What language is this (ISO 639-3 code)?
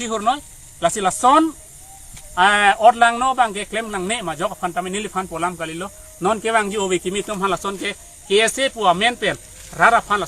mjw